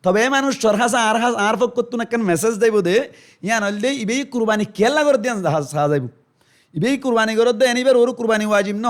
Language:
Rohingya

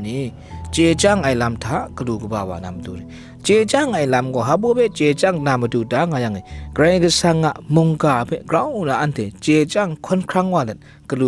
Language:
Kachin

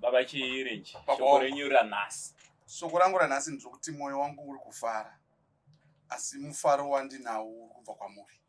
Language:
Shona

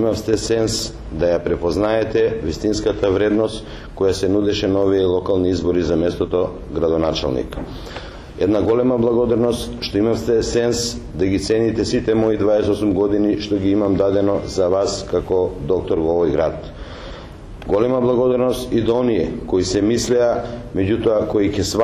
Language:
Macedonian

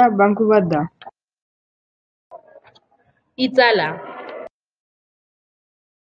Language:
Basque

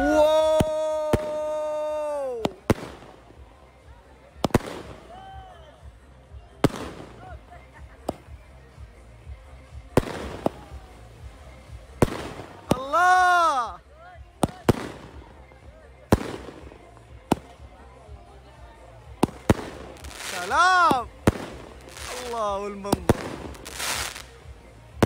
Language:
Hijazi Arabic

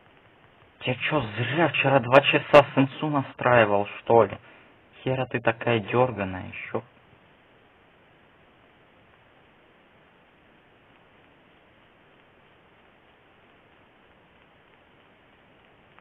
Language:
Russian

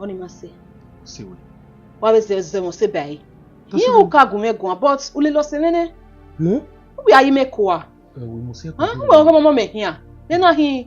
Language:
Bini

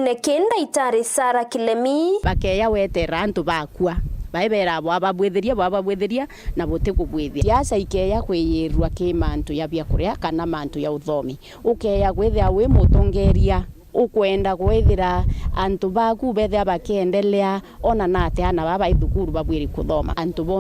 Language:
Meru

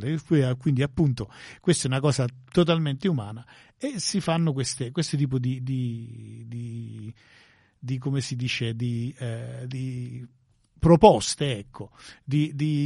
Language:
Italian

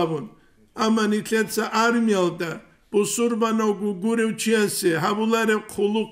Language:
Avaric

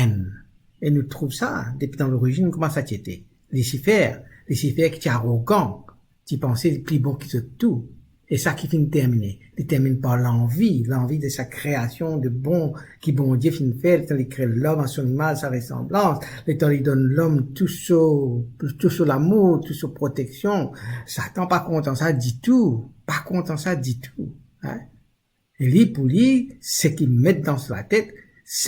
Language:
Morisyen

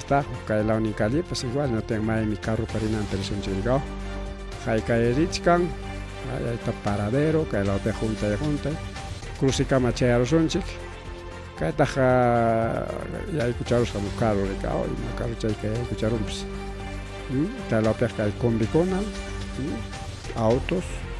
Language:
Ayacucho Quechua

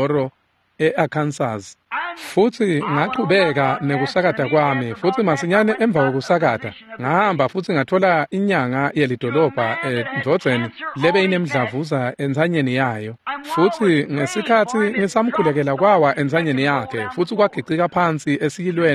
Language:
Swati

